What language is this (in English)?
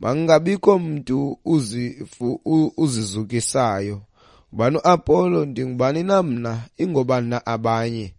Xhosa